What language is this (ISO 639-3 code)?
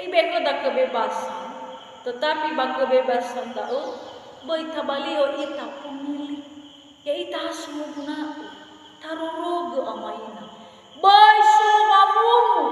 nia